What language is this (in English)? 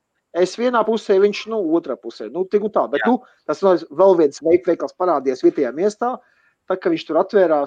Latvian